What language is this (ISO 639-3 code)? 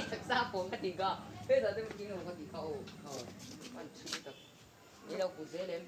lus